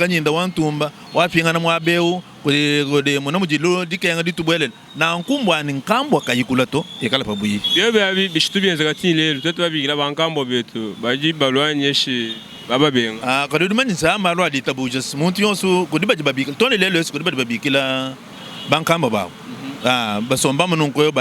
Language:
Luba-Lulua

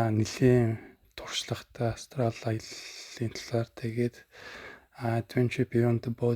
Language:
Mongolian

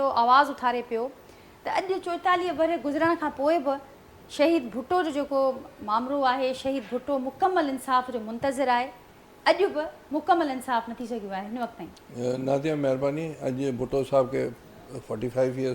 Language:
Sindhi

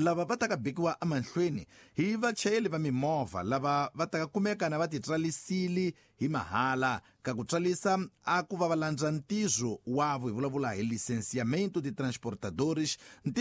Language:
Tsonga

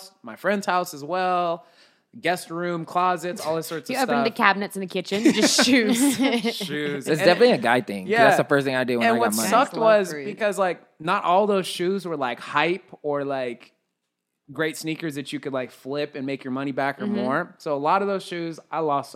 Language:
English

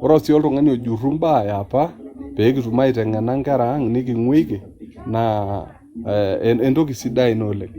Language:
Masai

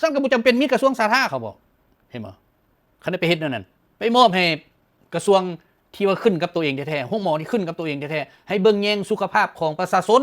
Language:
Lao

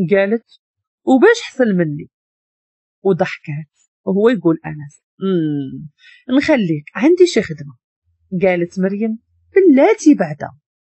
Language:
Moroccan Arabic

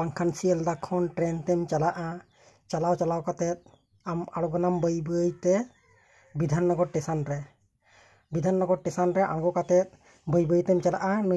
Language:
Santali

